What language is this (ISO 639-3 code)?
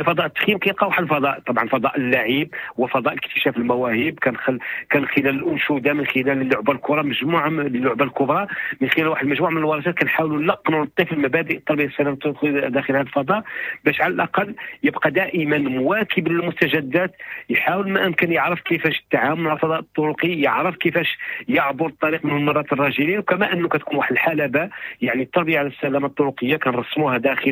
ary